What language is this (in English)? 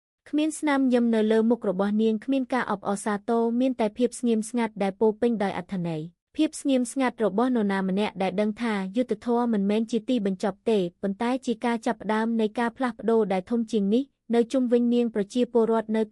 Khmer